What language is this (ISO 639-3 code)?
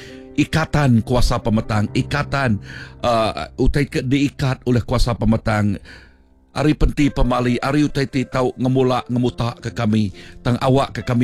iba